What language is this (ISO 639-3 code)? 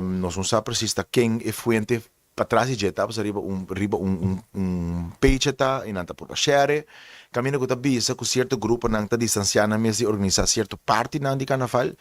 pap